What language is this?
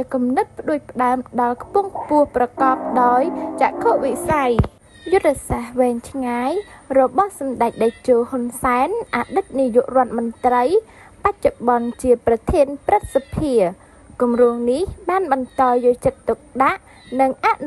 Khmer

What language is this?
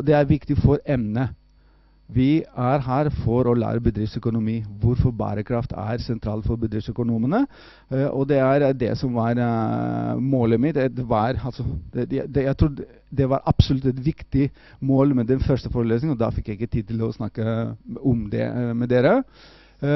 Norwegian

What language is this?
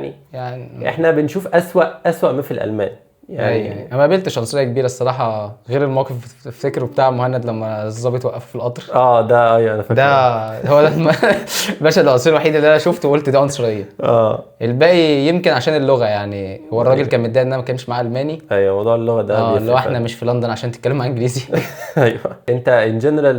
Egyptian Arabic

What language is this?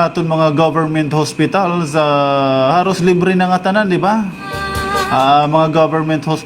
Waray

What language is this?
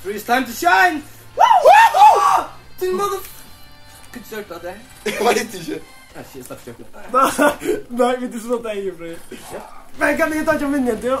Faroese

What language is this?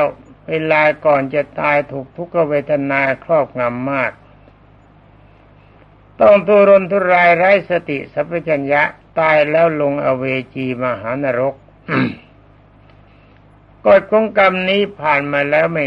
Thai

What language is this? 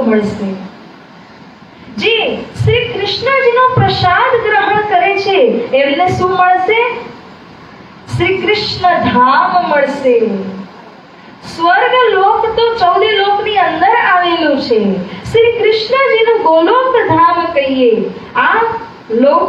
Gujarati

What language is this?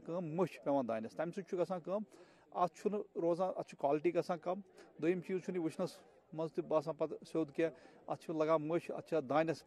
Kashmiri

